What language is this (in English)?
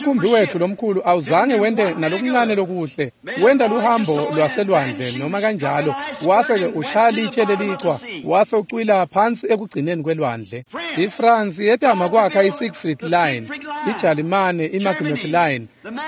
Swati